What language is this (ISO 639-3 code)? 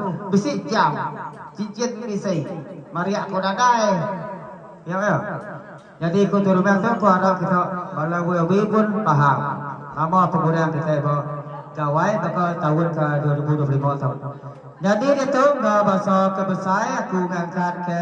iba